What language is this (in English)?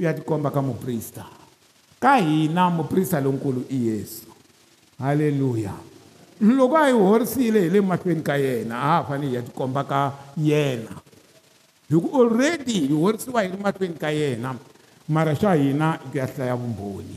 Tsonga